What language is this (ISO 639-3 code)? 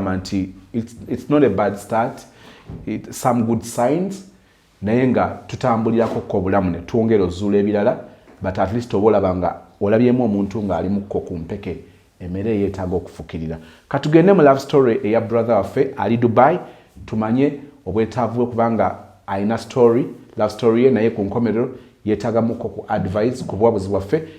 lug